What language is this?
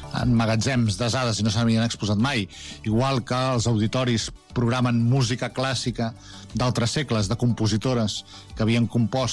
Catalan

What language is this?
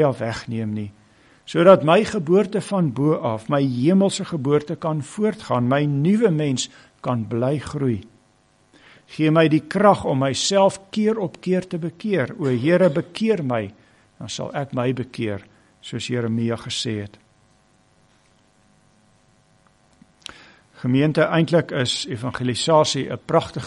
Afrikaans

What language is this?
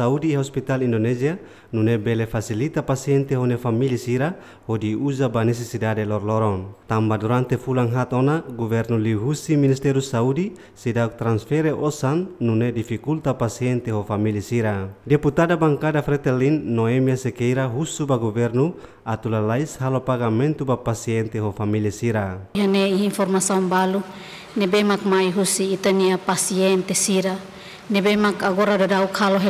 Tetum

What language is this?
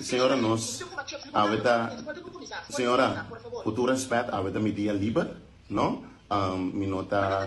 Papiamento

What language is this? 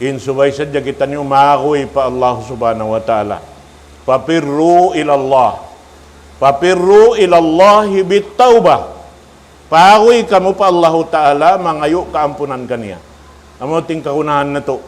Tausug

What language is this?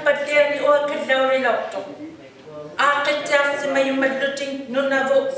Inuktitut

